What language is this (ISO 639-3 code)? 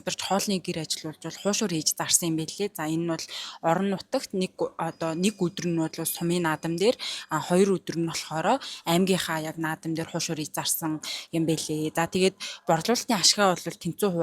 mon